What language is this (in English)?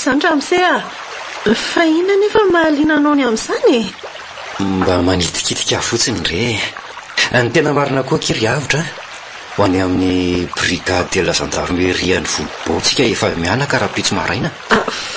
Malagasy